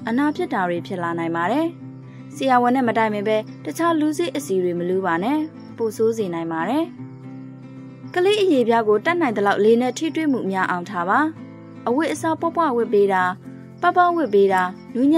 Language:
Burmese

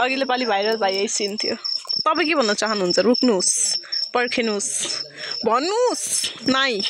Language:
Nepali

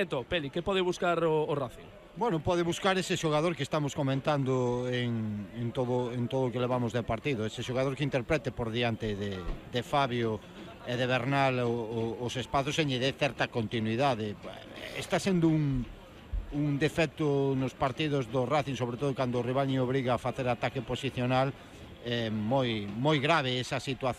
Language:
Galician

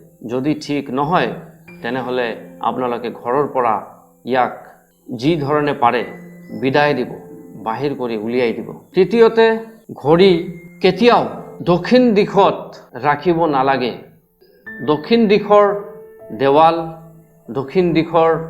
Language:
Assamese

